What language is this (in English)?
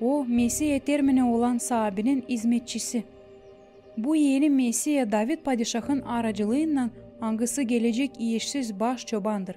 Gagauz